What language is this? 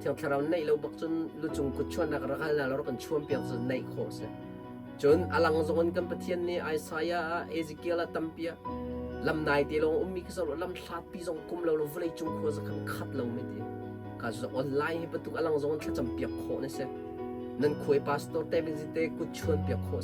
Hakha Chin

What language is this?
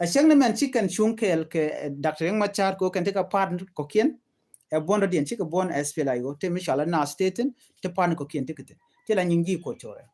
Nuer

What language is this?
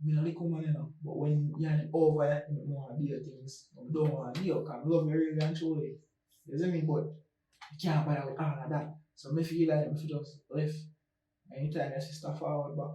Jamaican Creole English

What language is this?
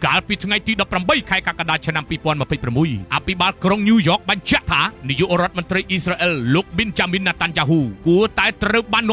Khmer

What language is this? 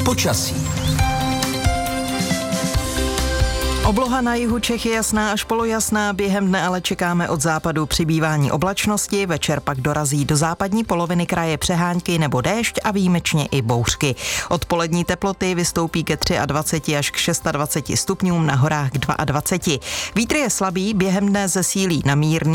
Czech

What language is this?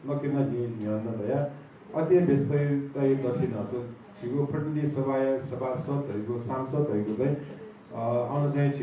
Newari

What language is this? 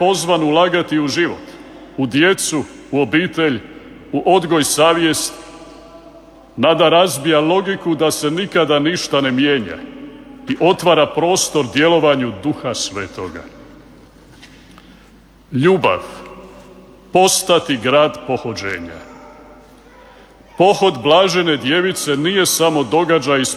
Croatian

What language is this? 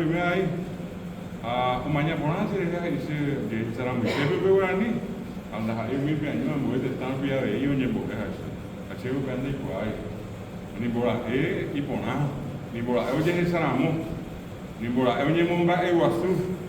Guarani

